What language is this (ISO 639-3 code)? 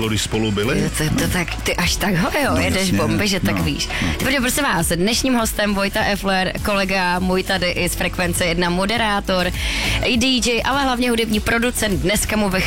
ces